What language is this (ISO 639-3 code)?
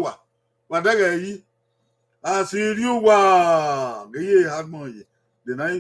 bin